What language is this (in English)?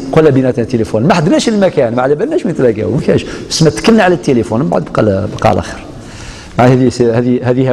Algerian Arabic